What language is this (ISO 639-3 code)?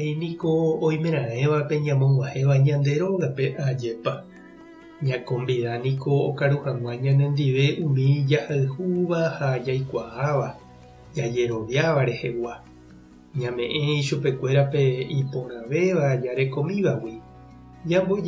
grn